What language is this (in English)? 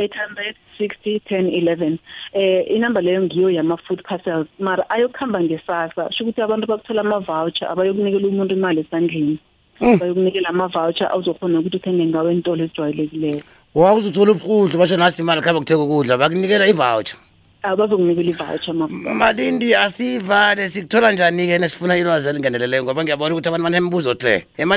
South Ndebele